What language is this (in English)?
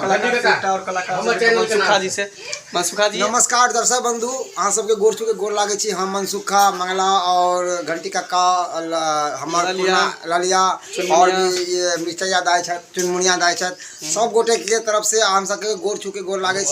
Maithili